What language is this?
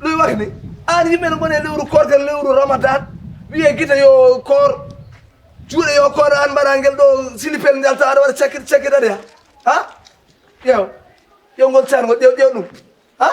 Fula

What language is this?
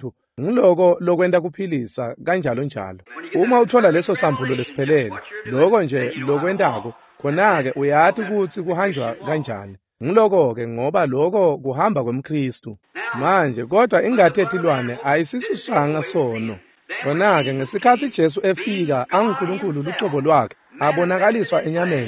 Swati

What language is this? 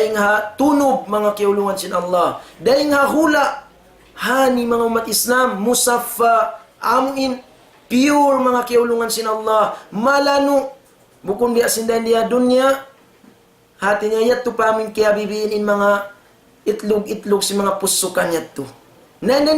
Tausug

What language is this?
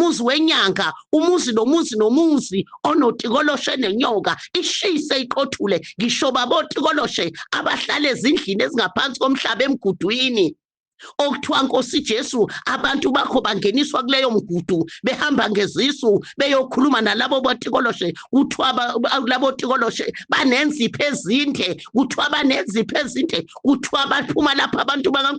Zulu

